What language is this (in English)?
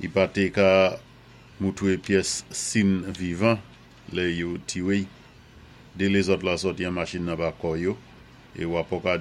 Saint Lucian Creole French